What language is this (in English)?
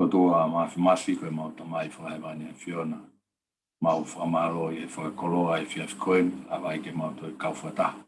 Tongan